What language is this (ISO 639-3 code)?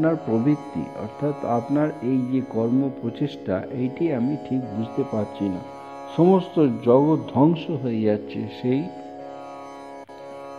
ben